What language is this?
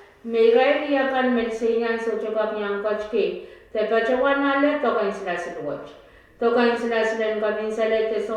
Pohnpeian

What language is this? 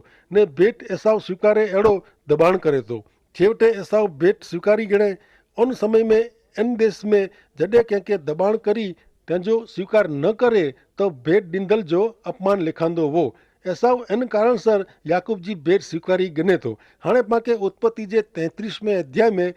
Kachhi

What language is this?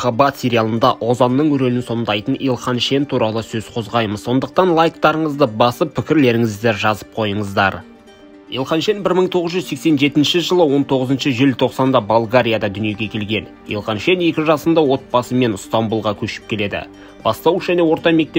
Kazakh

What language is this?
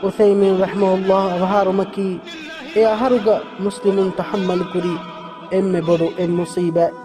Divehi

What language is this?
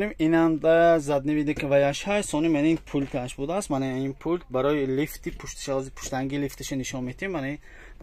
Tajik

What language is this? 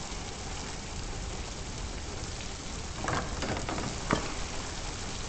Russian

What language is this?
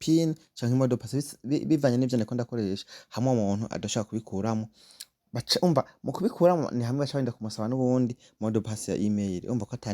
Rundi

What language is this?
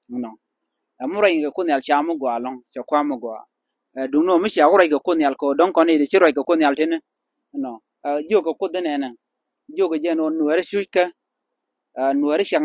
Nuer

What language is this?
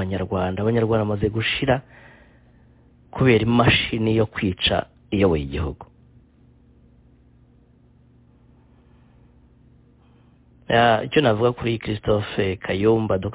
Kinyarwanda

